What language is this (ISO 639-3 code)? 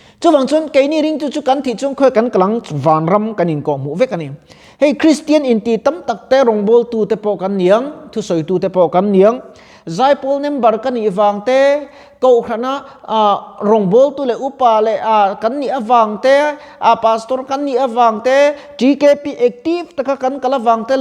lus